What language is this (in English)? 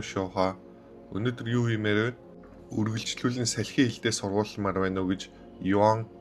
Mongolian